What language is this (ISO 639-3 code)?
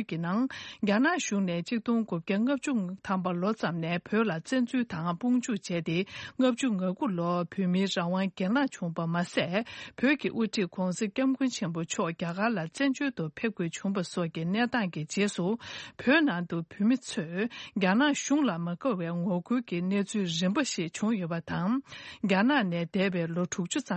bod